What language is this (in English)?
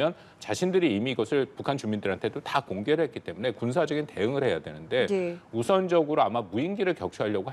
Korean